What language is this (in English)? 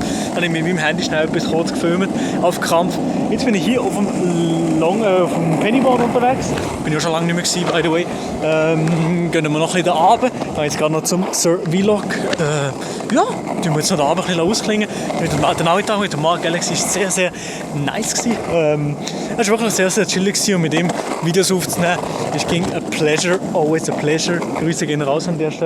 Swiss German